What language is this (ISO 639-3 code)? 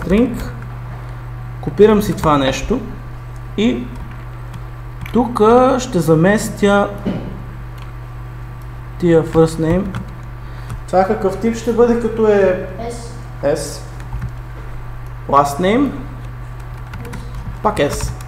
bul